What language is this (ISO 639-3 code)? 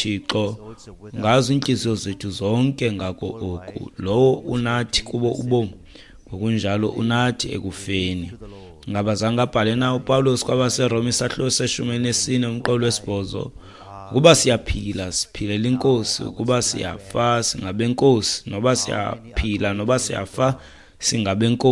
xho